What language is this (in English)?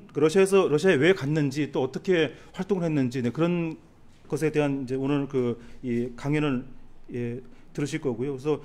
Korean